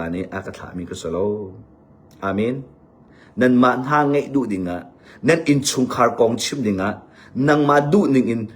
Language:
Hakha Chin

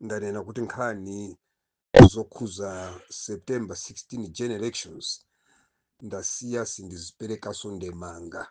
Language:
Nyanja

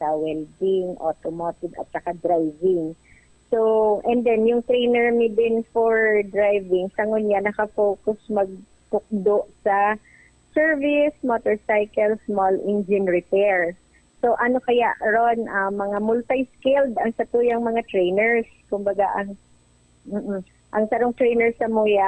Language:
Bikol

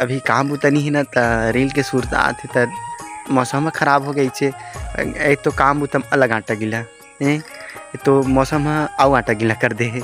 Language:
Chhattisgarhi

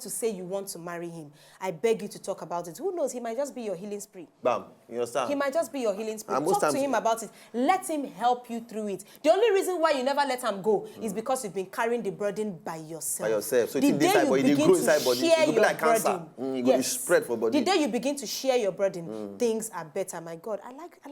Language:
Nigerian Pidgin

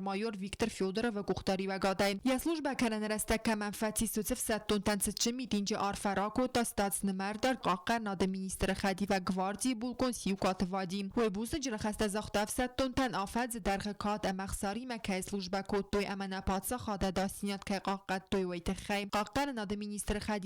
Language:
Ossetic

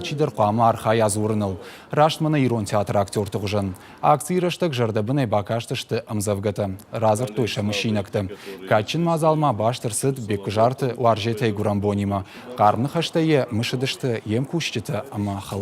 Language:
Ossetic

